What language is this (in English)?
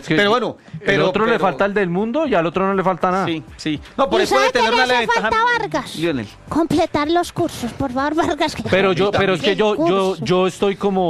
Spanish